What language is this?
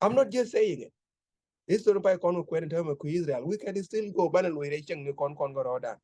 Nuer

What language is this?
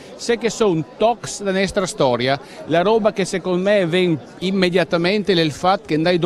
Friulian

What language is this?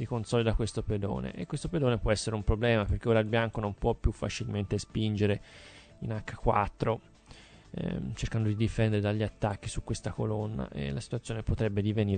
Italian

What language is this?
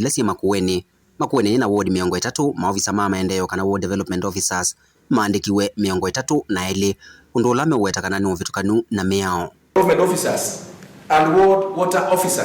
Kamba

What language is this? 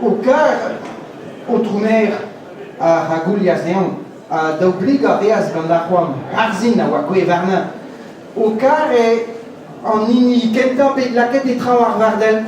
Breton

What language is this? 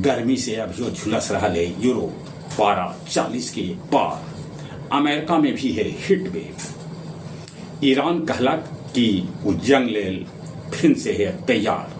Magahi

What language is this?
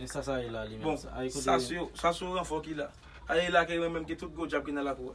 Haitian Creole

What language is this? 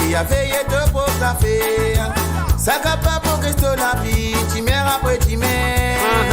Morisyen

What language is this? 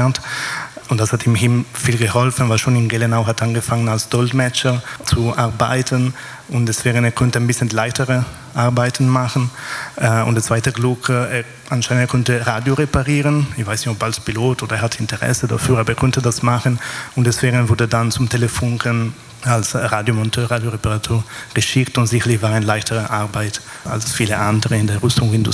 German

